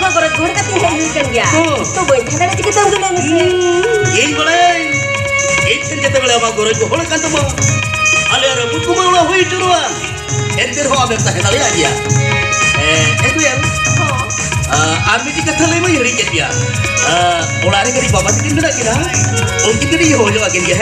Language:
Santali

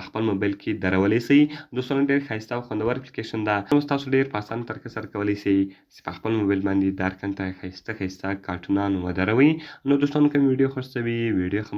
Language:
Pashto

